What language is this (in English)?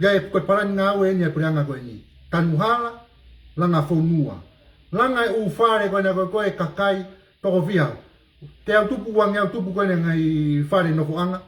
Tongan